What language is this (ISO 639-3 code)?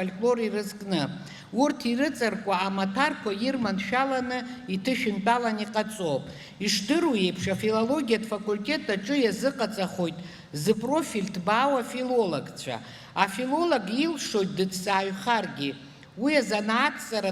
abk